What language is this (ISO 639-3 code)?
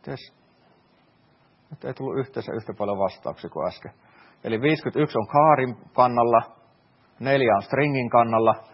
fin